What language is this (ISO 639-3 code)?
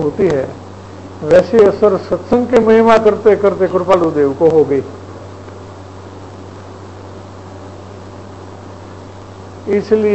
hin